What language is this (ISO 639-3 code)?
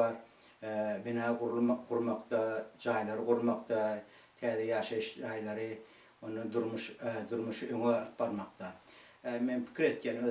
tuk